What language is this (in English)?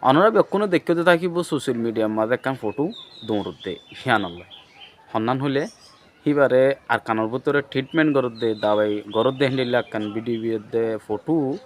Rohingya